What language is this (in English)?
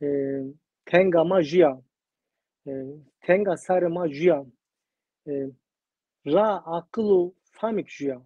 Zaza